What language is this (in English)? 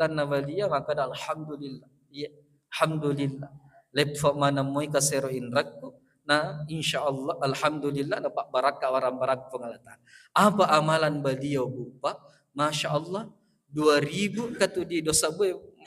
Buginese